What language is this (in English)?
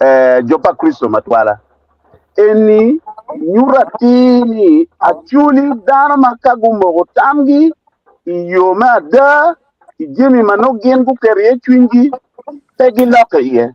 Acoli